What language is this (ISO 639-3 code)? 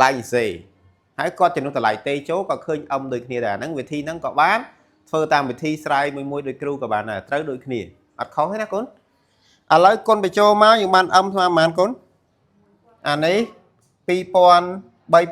khm